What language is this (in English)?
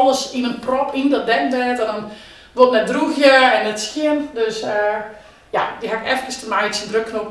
Western Frisian